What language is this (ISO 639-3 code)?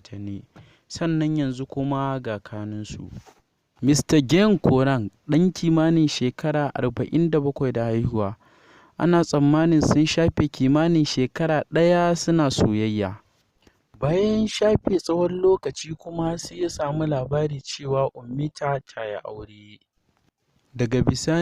hau